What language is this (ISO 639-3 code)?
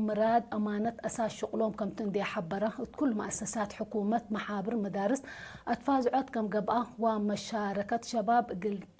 tig